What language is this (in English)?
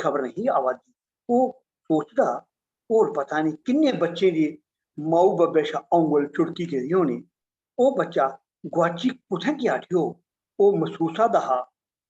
Dogri